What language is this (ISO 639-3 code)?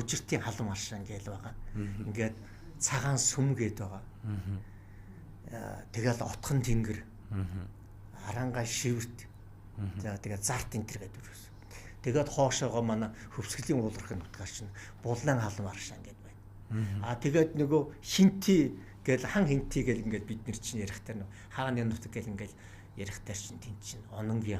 mon